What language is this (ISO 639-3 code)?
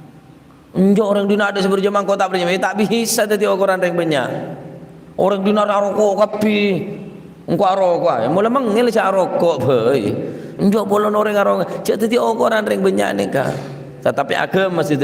mad